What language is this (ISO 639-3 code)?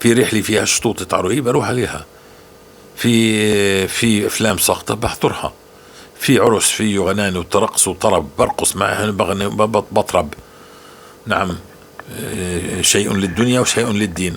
apc